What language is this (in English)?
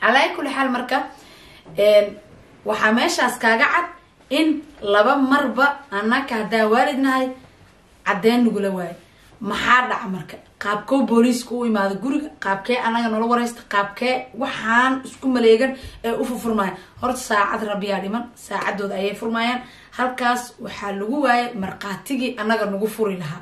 Somali